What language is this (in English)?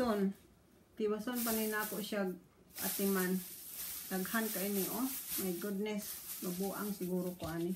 Cebuano